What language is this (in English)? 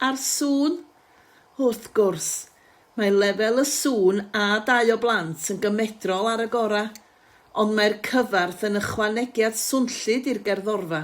Welsh